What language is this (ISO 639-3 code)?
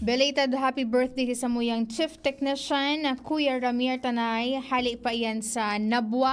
bik